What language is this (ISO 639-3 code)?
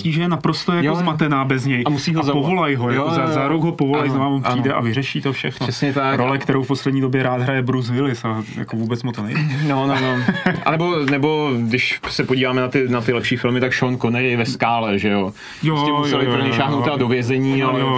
ces